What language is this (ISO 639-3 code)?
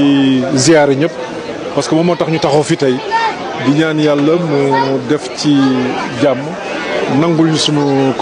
wol